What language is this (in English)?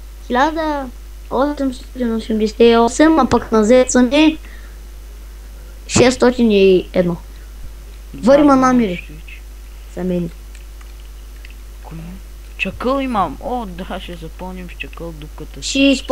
Bulgarian